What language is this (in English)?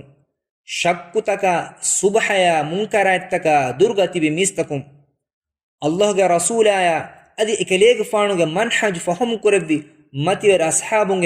Divehi